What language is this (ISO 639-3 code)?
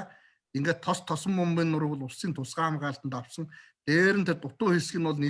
mon